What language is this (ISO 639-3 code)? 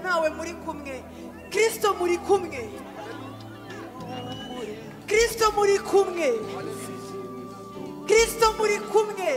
kin